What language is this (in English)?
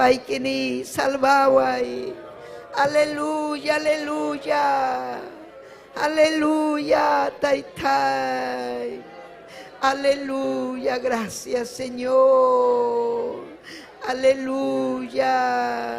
Ayacucho Quechua